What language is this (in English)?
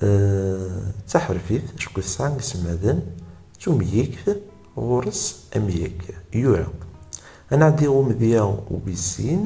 Kabyle